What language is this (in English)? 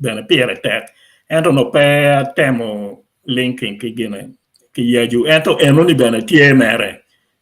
Acoli